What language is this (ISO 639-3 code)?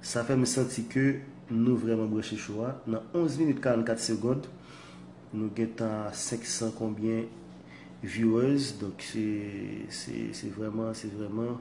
hat